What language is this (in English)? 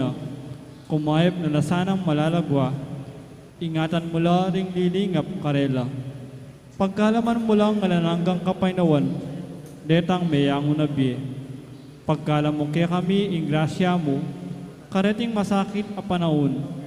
Pampanga